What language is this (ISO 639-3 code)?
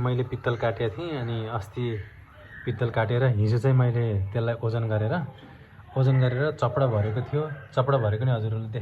nep